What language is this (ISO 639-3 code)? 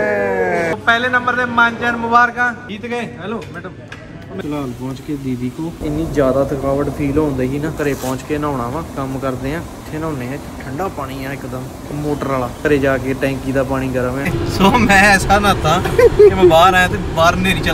pan